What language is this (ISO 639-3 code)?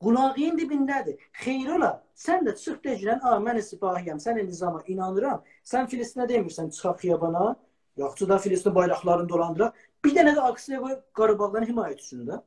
azb